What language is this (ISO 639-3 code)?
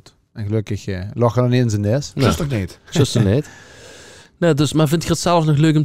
lim